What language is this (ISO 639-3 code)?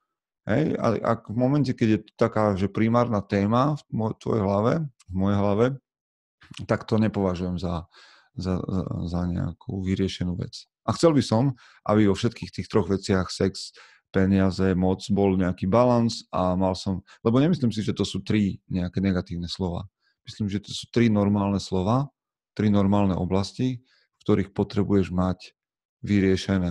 slk